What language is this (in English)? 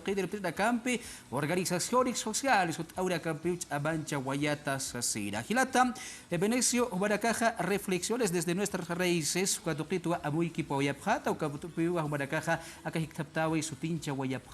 Aymara